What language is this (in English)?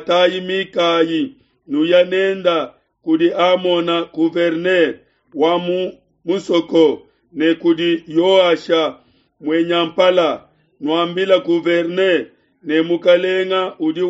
Luba-Lulua